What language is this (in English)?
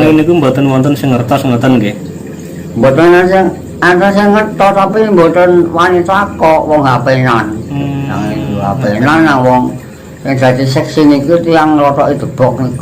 Javanese